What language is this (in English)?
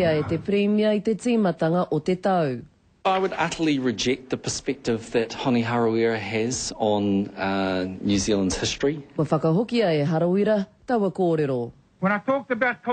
Māori